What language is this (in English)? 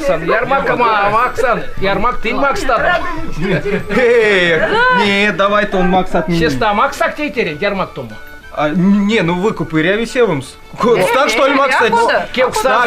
Erzya